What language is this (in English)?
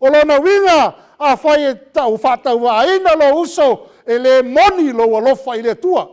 Samoan